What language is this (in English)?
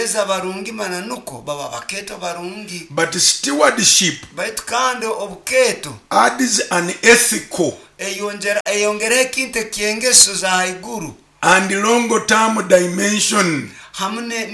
Nyoro